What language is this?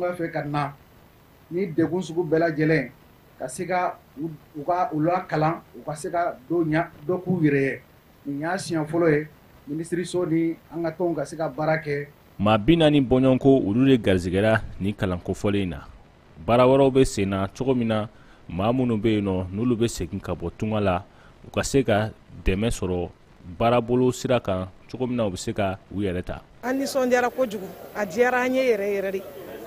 Bambara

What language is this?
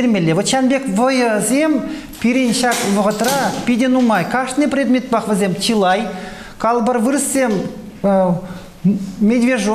Chuvash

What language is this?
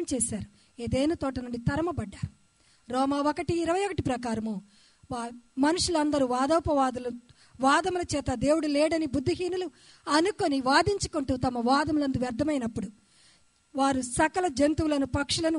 Telugu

